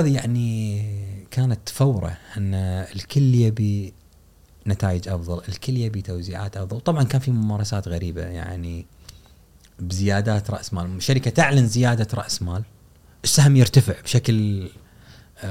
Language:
Gulf Arabic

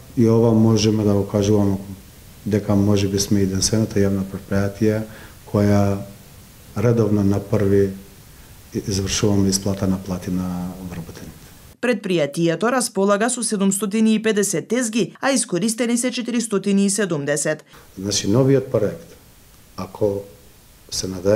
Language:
Macedonian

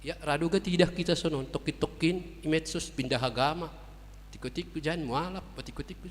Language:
Batak Simalungun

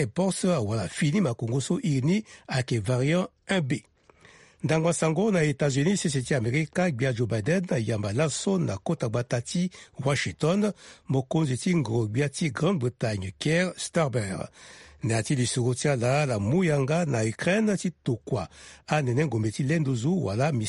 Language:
Sango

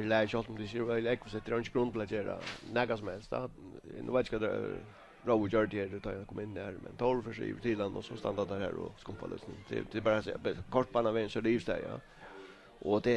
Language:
Faroese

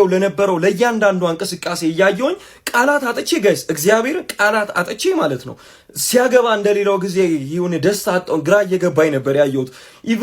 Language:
Amharic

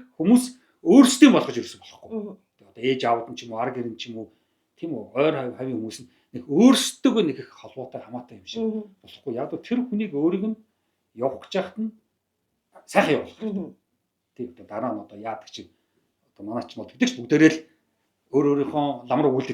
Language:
Mongolian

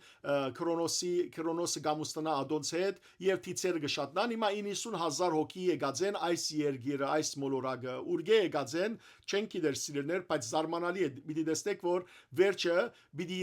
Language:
Western Armenian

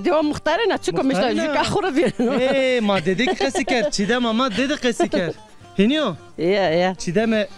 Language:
Zaza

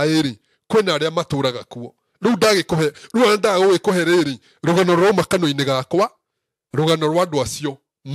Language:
Kikuyu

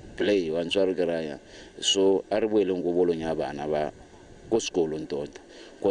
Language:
Tswana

